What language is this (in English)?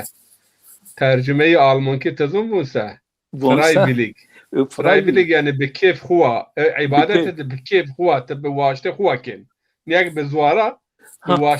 Zaza